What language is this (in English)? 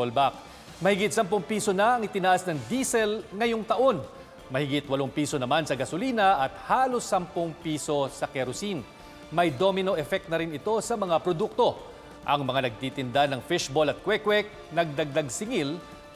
Filipino